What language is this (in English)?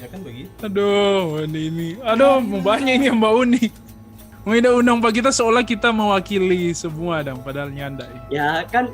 Manado Malay